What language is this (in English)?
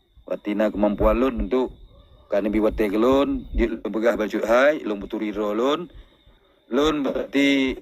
Achinese